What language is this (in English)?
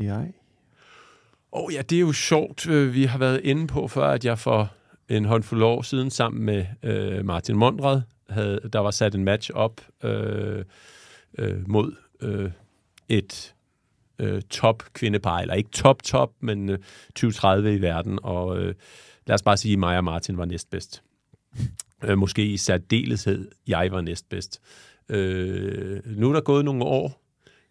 Danish